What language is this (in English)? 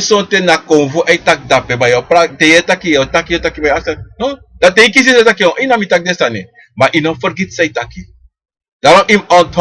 Sranan Tongo